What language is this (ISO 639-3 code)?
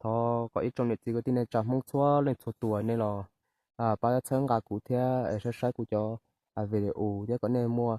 hmn